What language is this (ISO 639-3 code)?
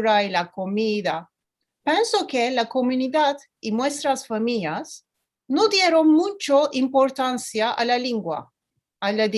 lad